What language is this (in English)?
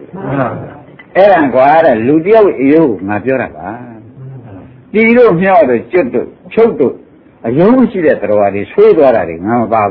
Burmese